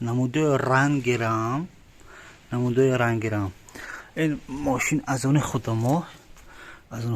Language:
Tajik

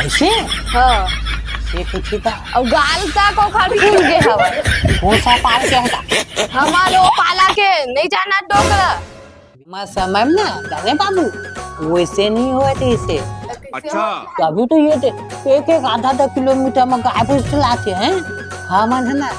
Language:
Chhattisgarhi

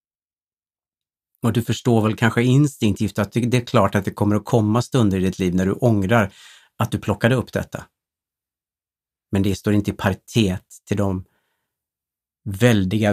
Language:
Swedish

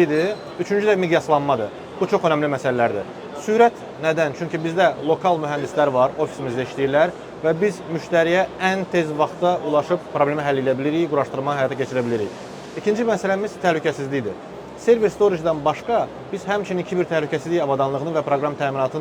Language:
Azerbaijani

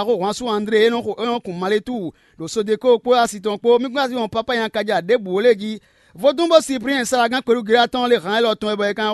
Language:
Fon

